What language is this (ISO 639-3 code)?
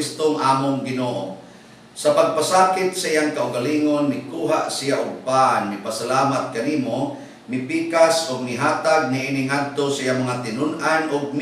ceb